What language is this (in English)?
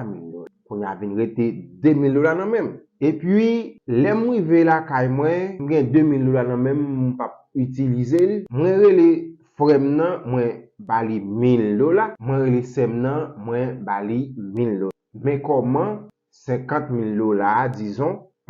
Haitian Creole